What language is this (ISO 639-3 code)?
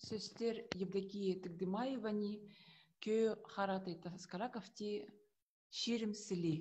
kjh